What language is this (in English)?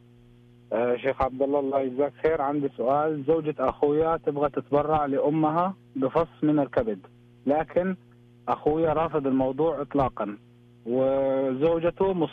Najdi Arabic